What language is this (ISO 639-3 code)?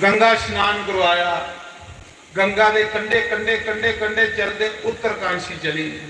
doi